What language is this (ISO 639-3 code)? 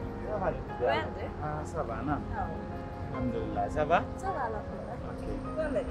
fuf